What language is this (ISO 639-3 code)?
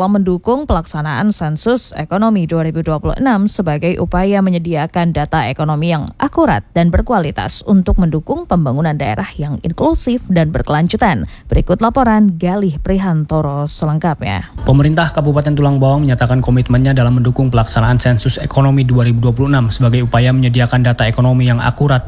ind